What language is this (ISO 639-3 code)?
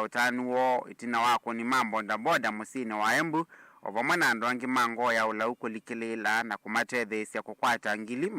kam